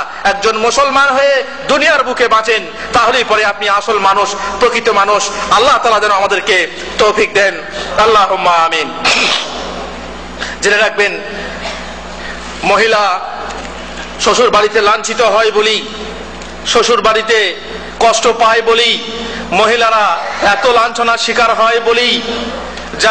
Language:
Bangla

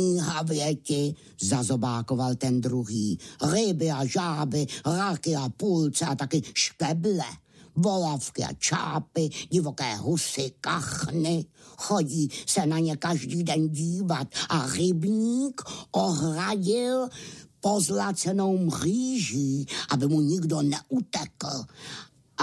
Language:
Czech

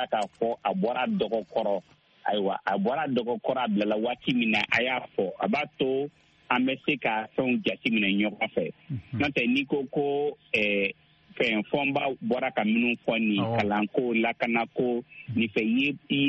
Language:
Bambara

